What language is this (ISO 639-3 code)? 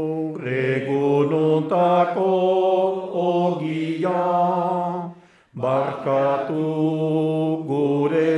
eus